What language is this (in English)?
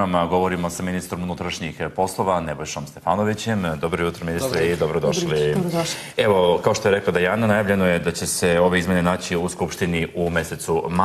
Serbian